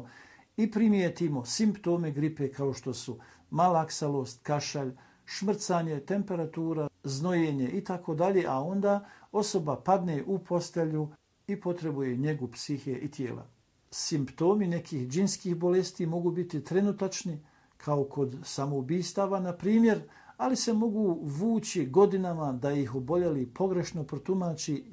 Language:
Bosnian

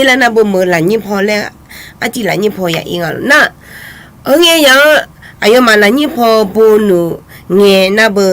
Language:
Akha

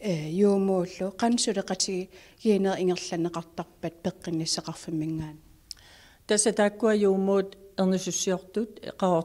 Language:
Kalaallisut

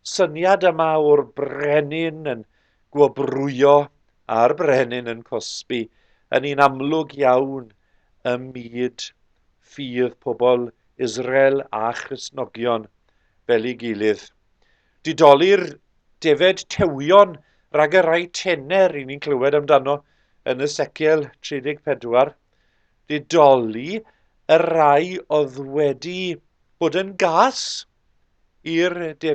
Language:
Welsh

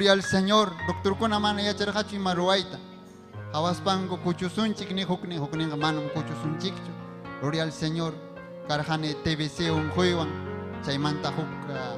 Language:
Ayacucho Quechua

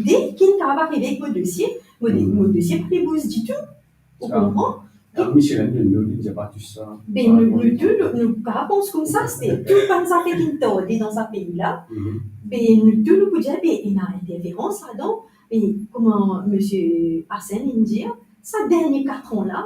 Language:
Morisyen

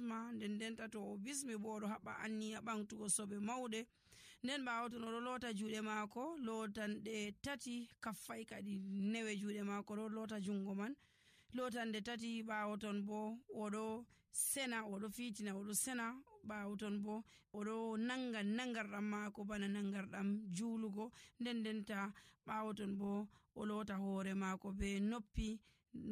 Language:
Nigerian Fulfulde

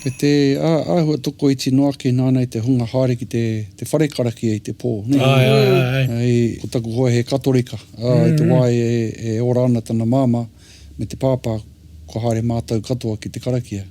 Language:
Māori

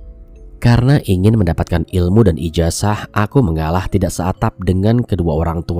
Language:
Indonesian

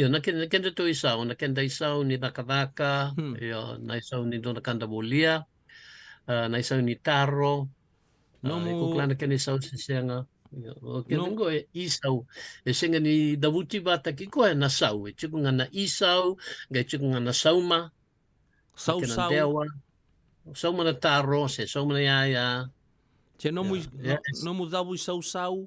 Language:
Fijian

